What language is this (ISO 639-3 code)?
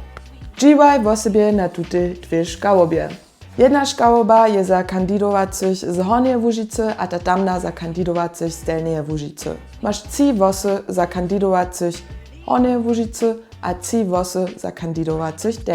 hsb